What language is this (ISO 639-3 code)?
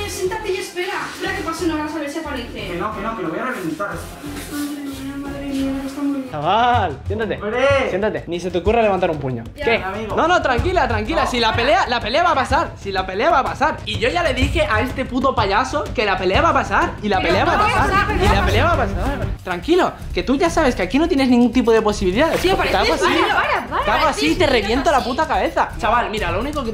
spa